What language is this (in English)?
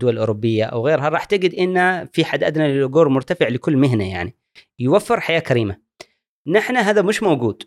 Gulf Arabic